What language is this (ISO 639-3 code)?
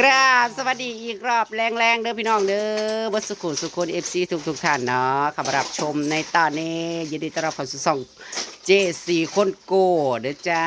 tts